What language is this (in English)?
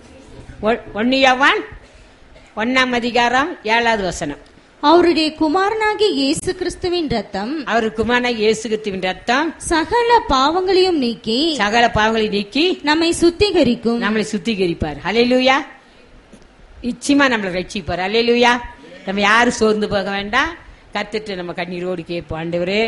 Tamil